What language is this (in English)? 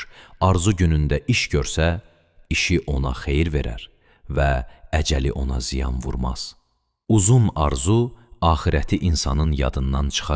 Azerbaijani